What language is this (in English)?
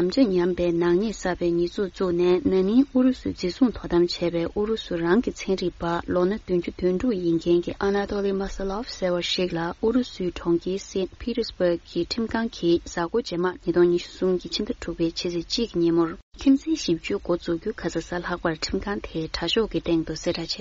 Tibetan